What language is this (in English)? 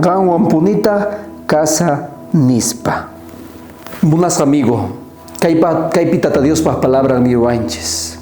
South Bolivian Quechua